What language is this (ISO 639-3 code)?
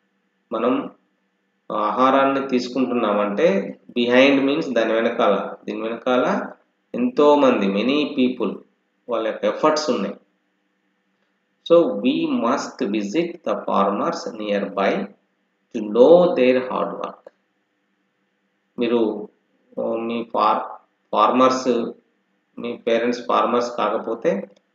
tel